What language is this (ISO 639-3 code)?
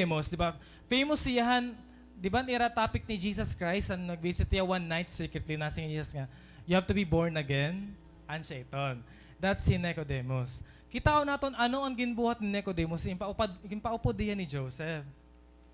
war